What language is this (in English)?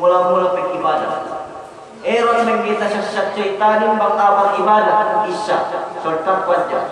Yakan